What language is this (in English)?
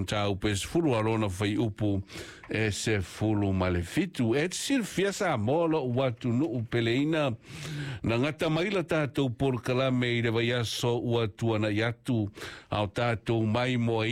Samoan